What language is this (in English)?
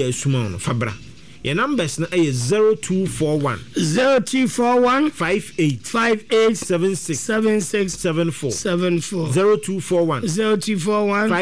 Akan